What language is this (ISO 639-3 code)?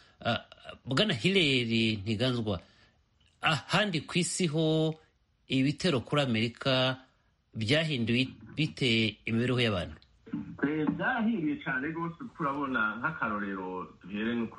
kin